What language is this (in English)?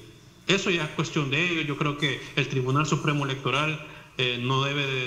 Spanish